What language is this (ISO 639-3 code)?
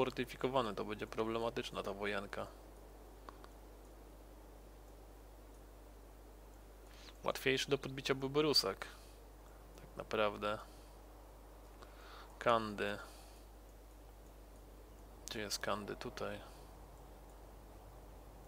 pol